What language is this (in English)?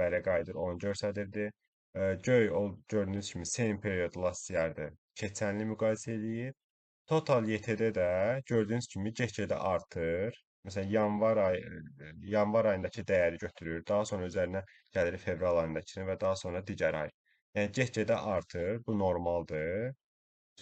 Azerbaijani